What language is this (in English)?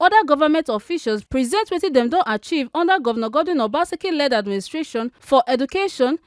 Nigerian Pidgin